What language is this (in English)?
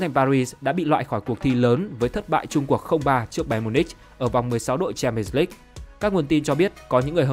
Vietnamese